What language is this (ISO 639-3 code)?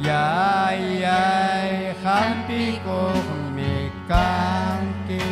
quy